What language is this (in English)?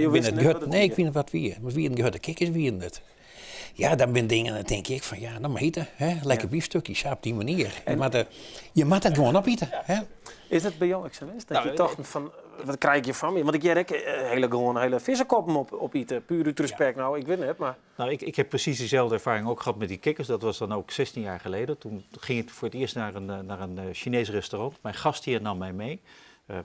Western Frisian